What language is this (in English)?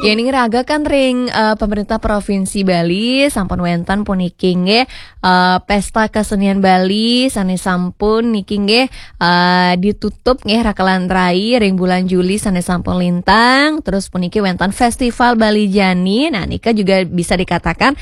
Balinese